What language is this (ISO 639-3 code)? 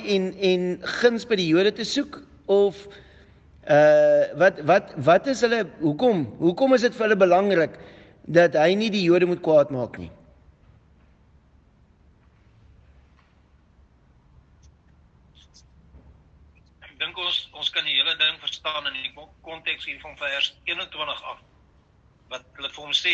afr